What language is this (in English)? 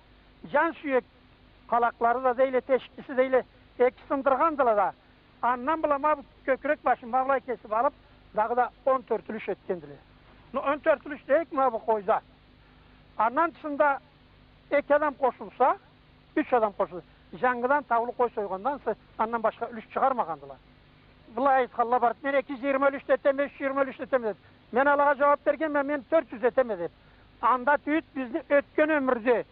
Karachay-Balkar